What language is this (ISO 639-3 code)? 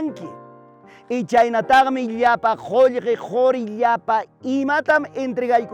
quy